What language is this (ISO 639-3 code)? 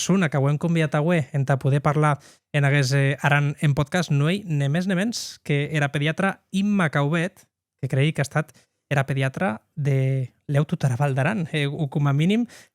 oci